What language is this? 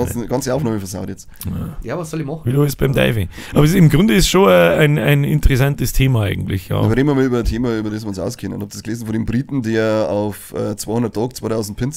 Bavarian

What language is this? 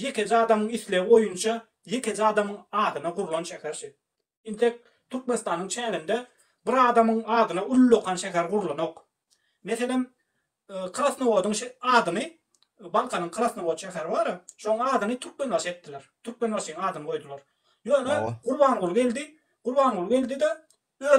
Turkmen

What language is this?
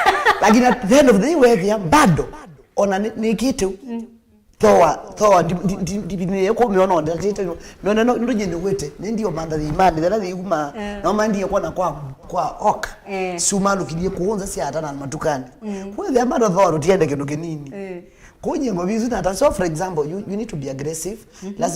Kamba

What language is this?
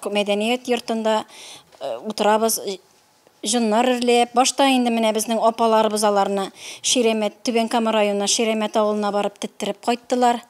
Tatar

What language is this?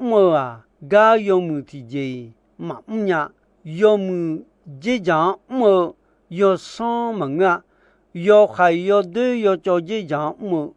Akha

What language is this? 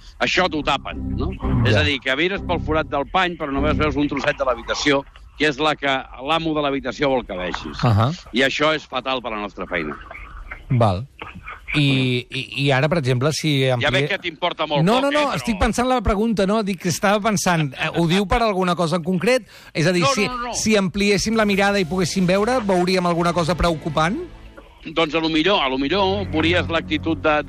Catalan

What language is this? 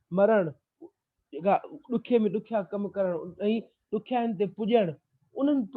Sindhi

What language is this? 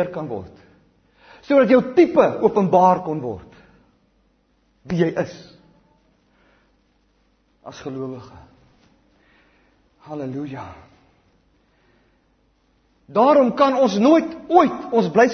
Afrikaans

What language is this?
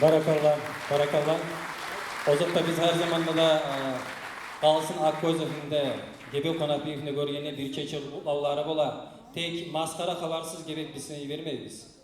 Kumyk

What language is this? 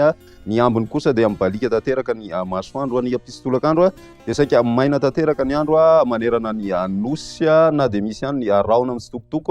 Malagasy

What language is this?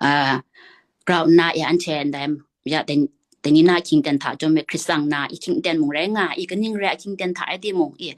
Kachin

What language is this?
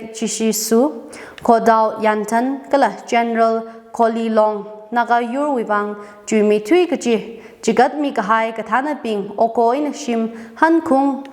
Tangkhul Naga (India)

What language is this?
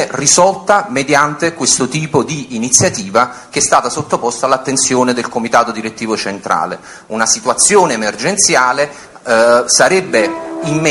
Italian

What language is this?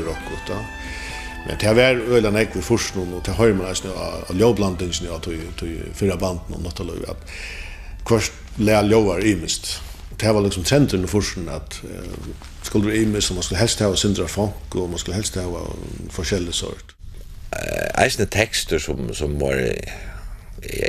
Faroese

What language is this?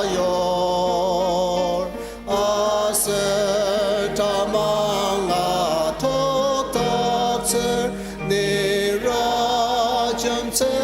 Ao Naga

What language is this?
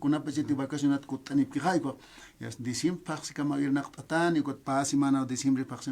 Aymara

